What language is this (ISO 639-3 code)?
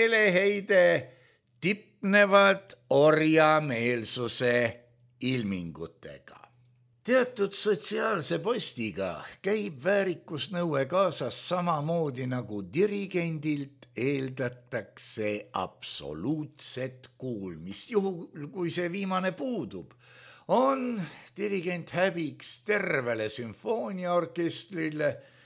est